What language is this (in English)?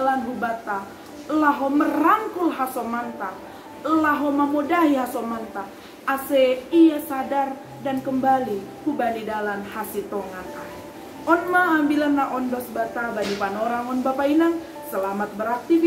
Batak Simalungun